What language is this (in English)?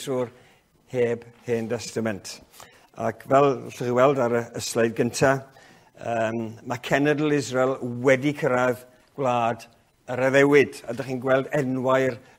Welsh